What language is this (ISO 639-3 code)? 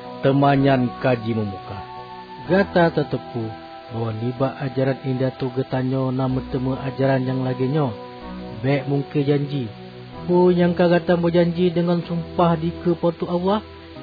ace